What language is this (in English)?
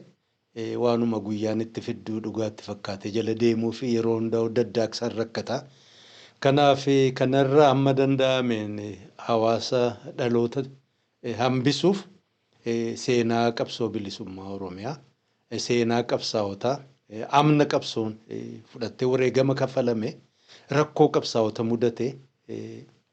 Oromo